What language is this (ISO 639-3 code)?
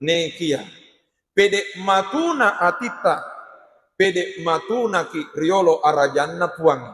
bug